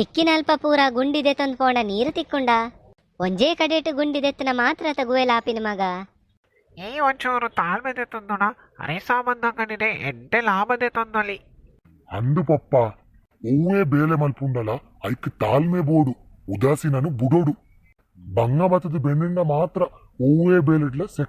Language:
Tulu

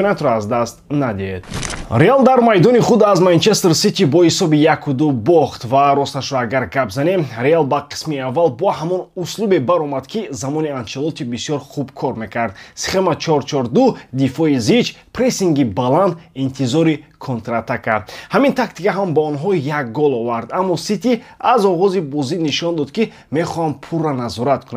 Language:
Tajik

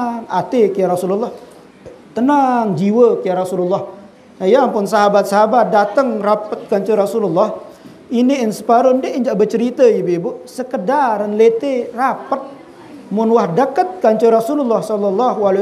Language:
Sasak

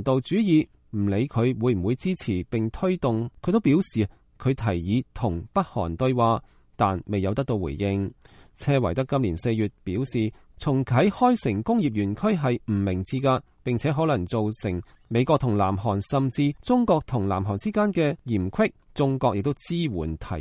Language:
Cantonese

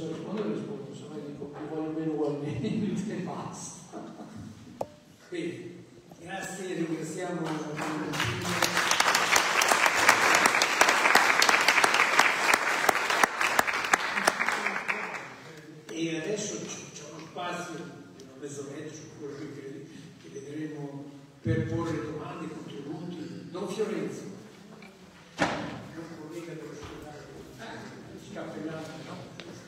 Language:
Italian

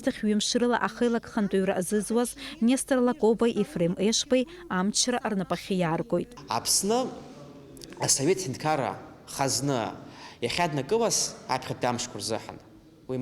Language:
Abkhazian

